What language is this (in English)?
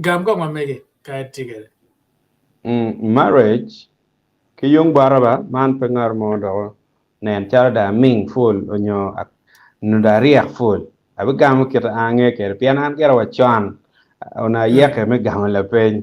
Acoli